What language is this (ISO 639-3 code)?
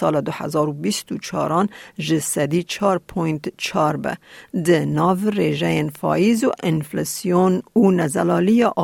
kur